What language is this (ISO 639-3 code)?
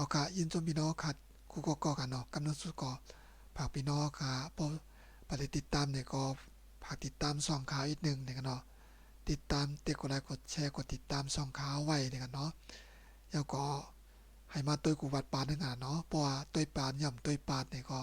shn